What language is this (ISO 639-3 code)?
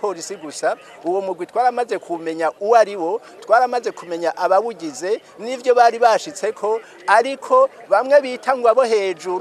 run